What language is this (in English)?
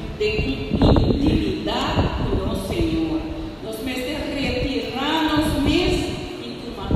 Papiamento